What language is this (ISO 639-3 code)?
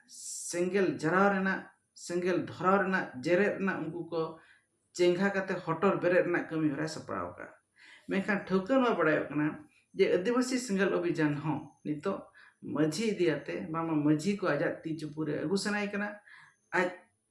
sat